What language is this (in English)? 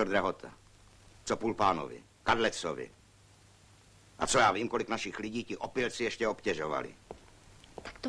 Czech